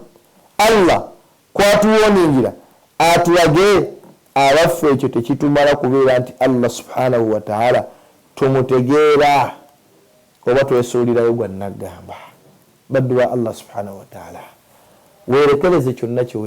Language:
Ganda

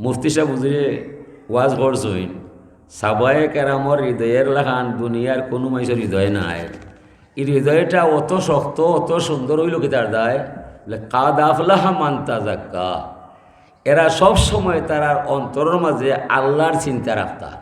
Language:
Sylheti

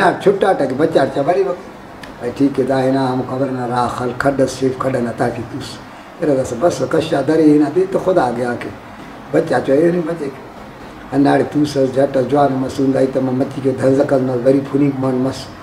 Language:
Brahui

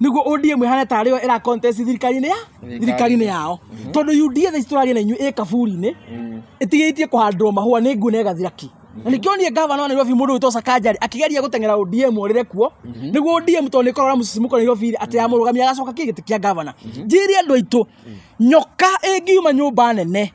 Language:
Kikuyu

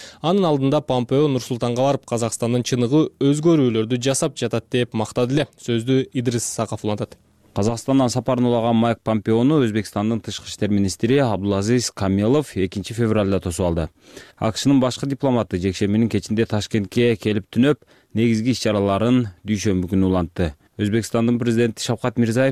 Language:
Kyrgyz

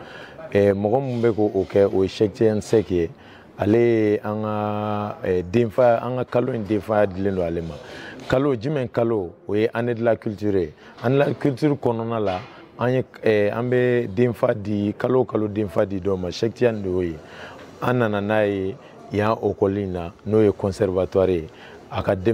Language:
Bambara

